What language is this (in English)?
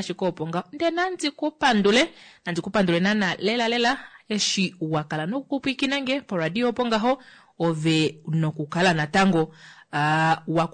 Kuanyama